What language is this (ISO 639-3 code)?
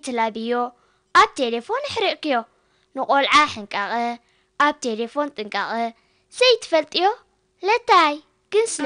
tir